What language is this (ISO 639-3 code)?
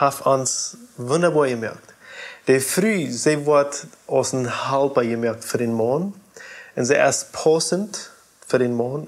pdt